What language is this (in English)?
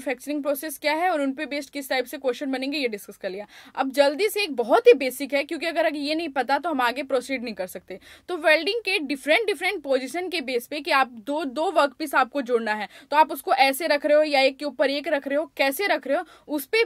Hindi